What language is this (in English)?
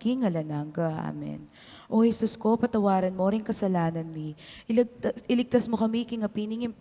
Pampanga